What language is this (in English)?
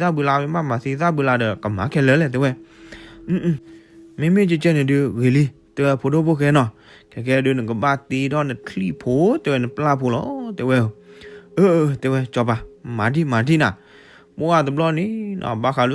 S'gaw Karen